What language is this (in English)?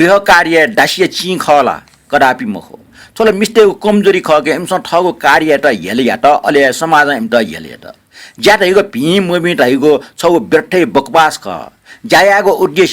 Newari